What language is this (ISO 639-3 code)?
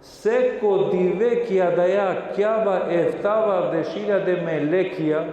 rmn